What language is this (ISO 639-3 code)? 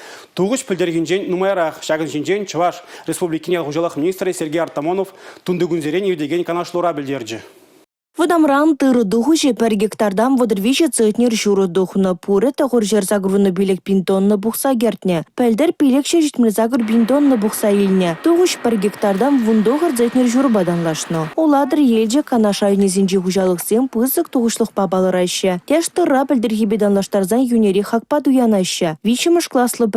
chv